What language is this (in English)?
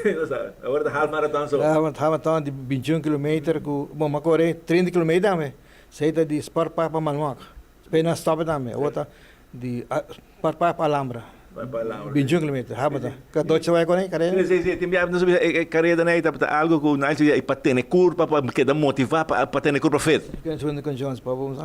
Papiamento